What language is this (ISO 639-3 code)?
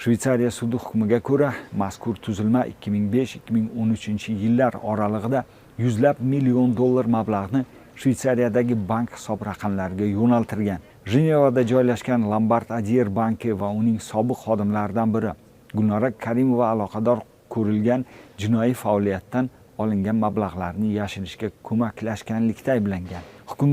uzb